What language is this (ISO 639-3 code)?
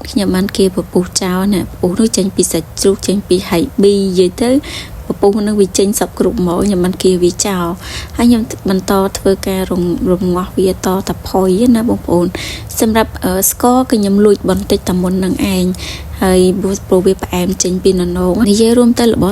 khm